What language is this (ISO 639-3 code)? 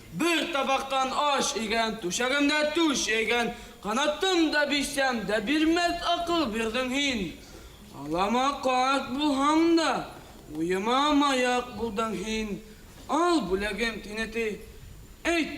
bak